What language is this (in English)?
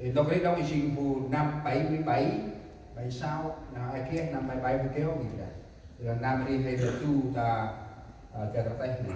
Central Mnong